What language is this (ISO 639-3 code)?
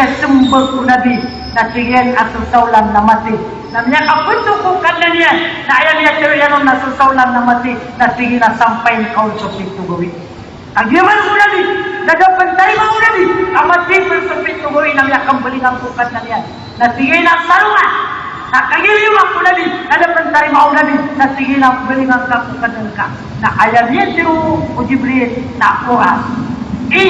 mrw